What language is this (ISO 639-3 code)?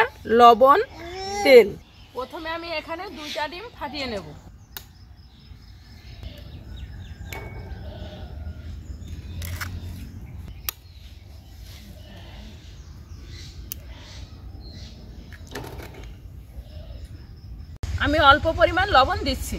ben